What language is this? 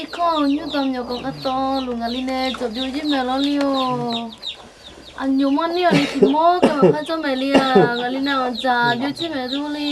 Akha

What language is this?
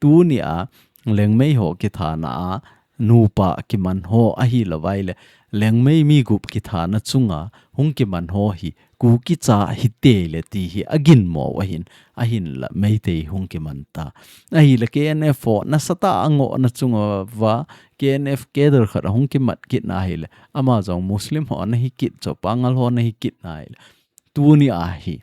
Thado Chin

